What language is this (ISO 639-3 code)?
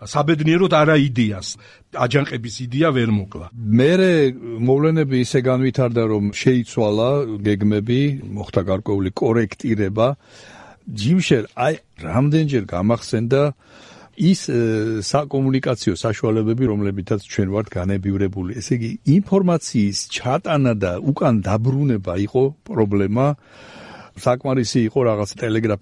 kat